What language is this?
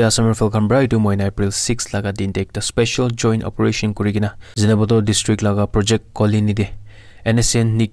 Naga Pidgin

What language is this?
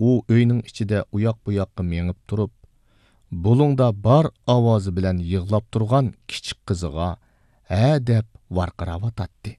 Uyghur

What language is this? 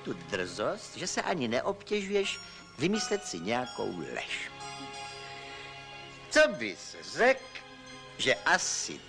Czech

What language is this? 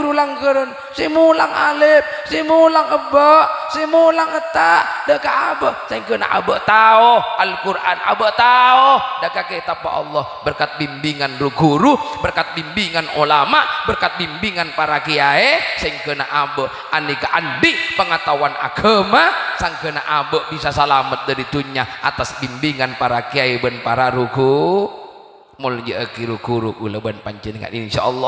Madurese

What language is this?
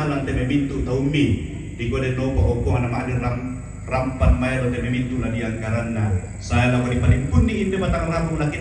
Toraja-Sa'dan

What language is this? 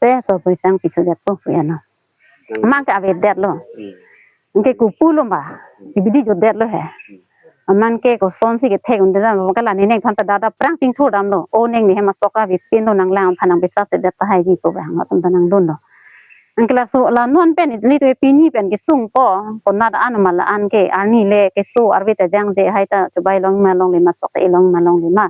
Karbi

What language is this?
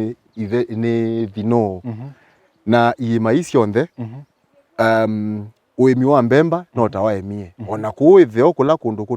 Kamba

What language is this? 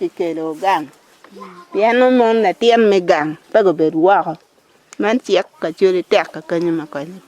Acoli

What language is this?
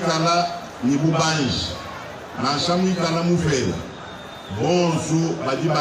Luba-Lulua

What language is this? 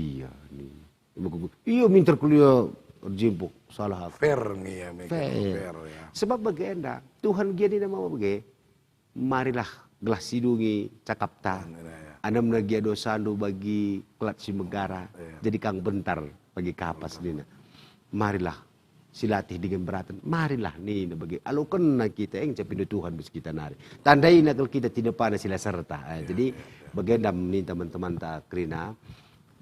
Batak Karo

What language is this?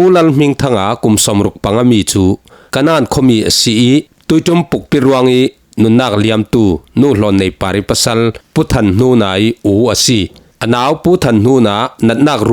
Falam Chin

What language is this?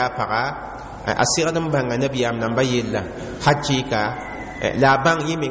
Mossi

